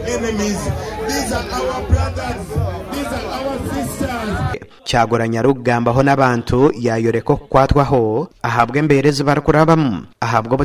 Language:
Nyankole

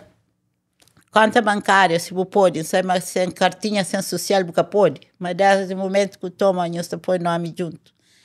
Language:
Kabuverdianu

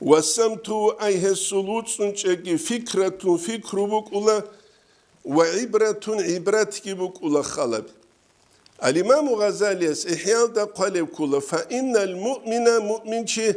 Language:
Avaric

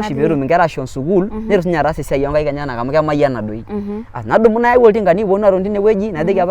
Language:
Masai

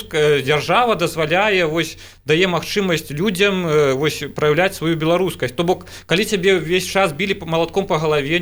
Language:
Belarusian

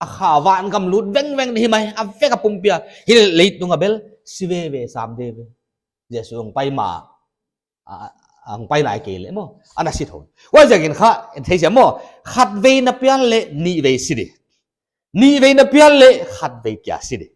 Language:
Paite Chin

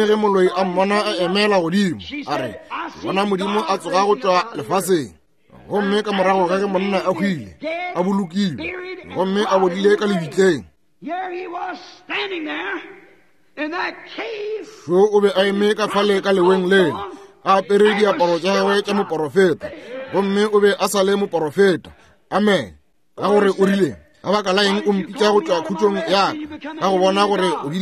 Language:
Northern Sotho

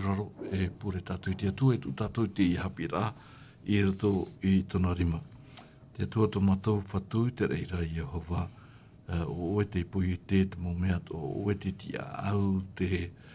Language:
Tahitian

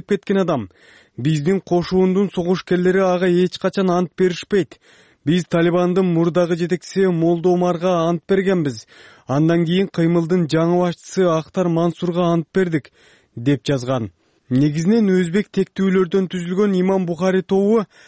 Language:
Kyrgyz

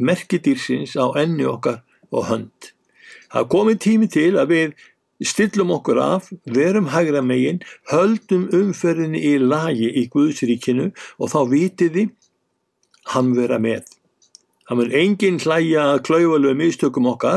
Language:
Icelandic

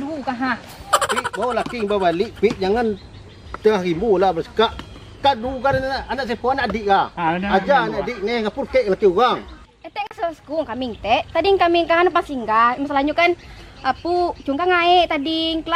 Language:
Minangkabau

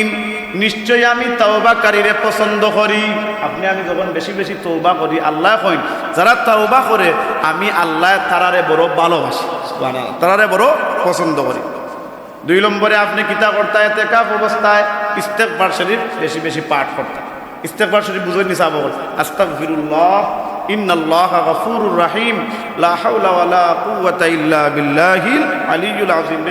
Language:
Sylheti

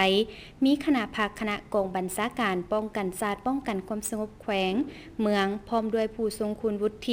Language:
Lao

